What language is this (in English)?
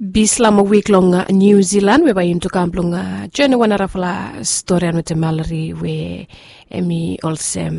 Bislama